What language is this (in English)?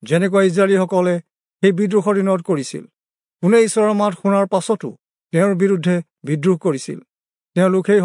Assamese